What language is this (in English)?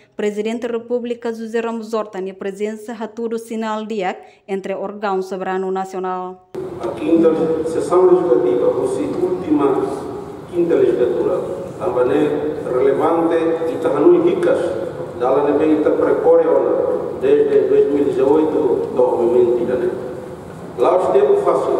Tetum